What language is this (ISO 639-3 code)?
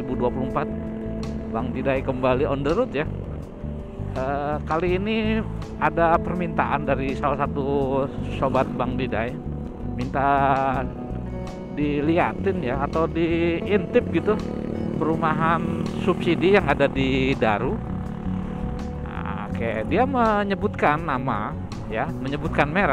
ind